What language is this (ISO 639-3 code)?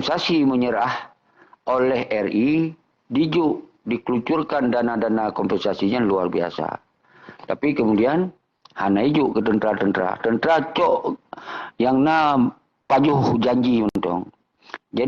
ace